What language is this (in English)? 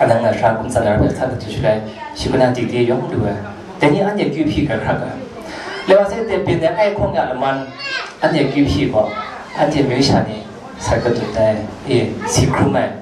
Kachin